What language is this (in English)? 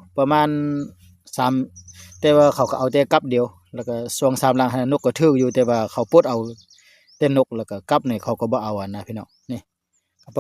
Lao